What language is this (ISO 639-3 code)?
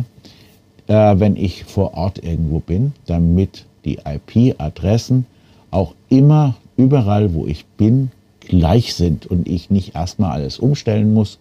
deu